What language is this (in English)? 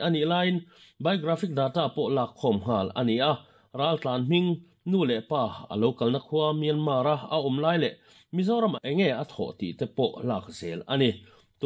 Mizo